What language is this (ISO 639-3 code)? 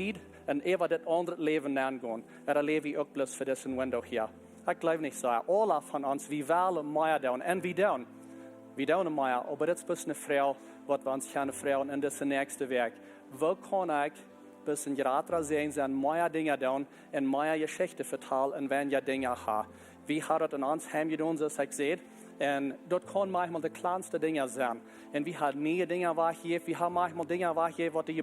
pdt